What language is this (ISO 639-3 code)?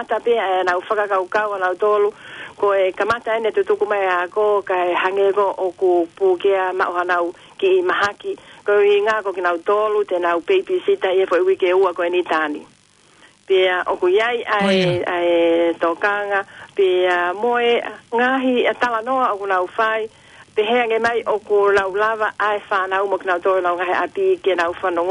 ton